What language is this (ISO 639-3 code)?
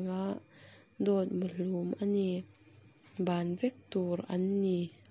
lus